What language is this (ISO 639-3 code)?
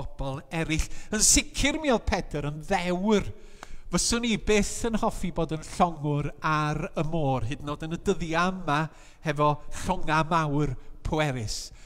cym